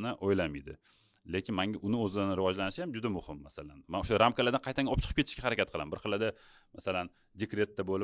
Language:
Uzbek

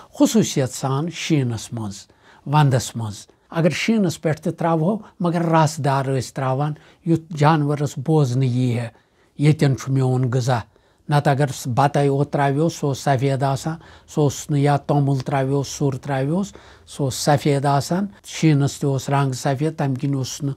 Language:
Kashmiri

